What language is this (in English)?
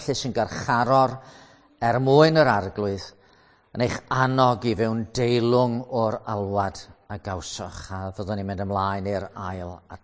Welsh